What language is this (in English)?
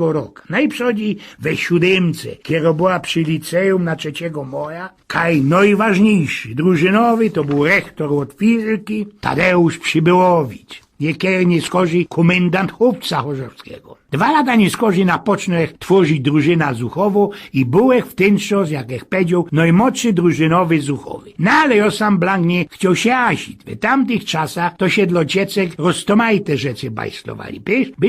Silesian